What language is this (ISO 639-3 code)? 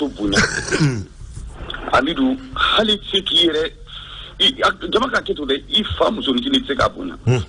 bam